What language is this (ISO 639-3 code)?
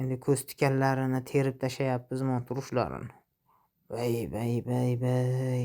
uzb